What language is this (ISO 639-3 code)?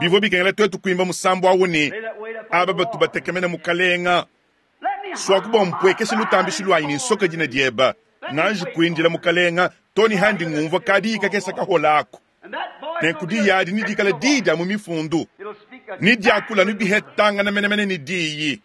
lua